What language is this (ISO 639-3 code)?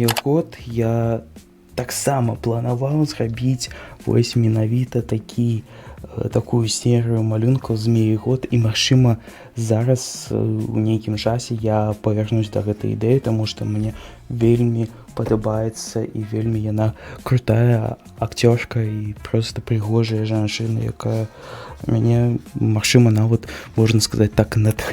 bel